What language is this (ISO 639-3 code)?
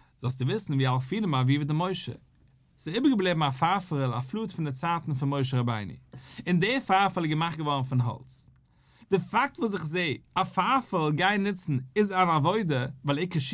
yid